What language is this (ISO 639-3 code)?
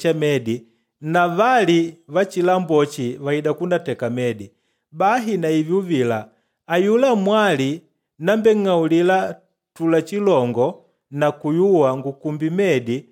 kde